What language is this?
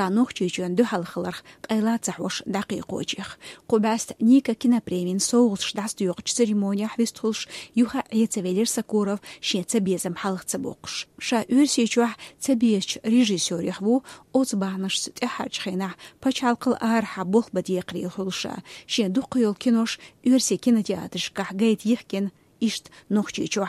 Chechen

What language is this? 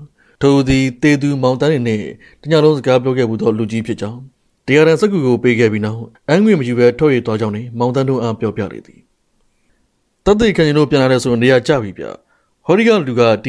Burmese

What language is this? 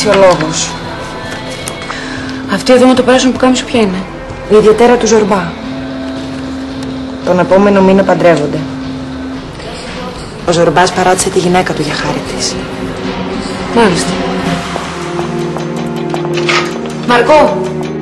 Greek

